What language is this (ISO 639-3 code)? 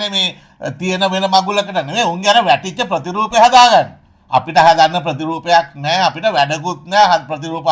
sin